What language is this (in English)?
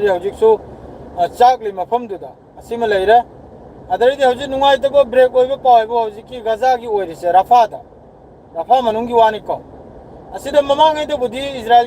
Manipuri